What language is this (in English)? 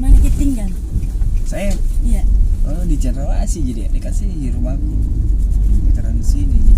Makassar Malay